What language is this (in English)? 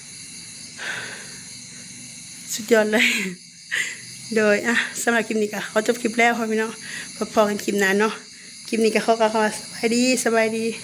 Lao